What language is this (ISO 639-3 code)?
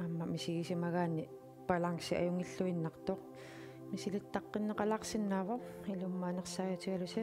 kal